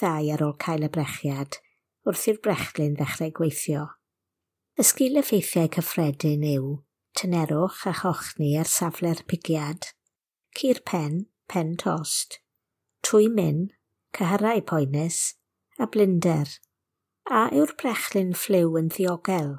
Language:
Welsh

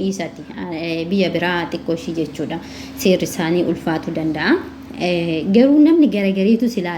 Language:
Oromo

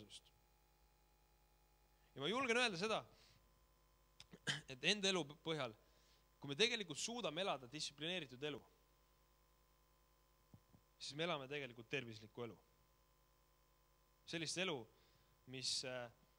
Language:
Estonian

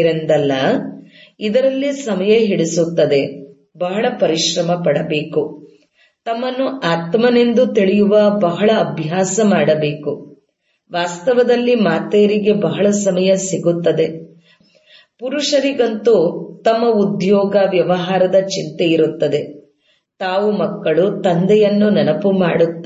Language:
Kannada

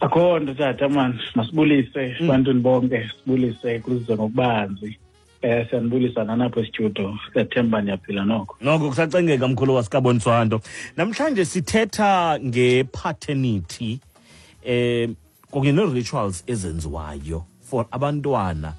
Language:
Xhosa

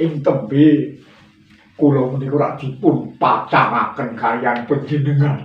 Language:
Javanese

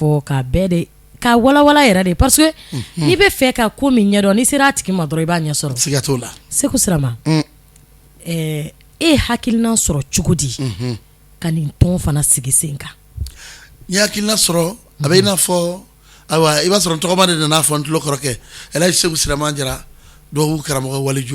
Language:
Bambara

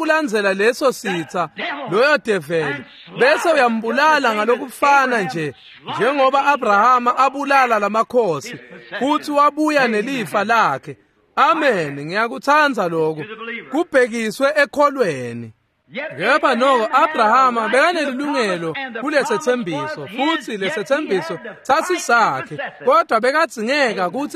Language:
Swati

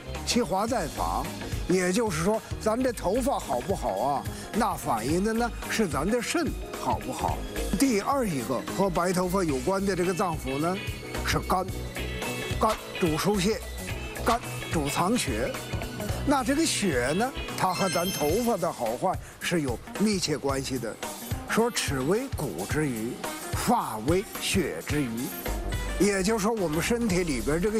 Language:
Chinese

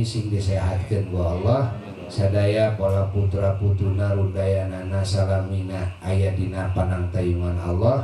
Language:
Sundanese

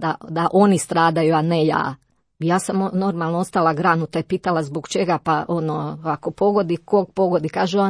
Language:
Croatian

